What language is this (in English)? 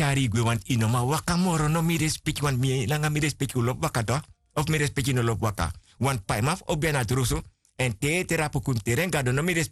Sranan Tongo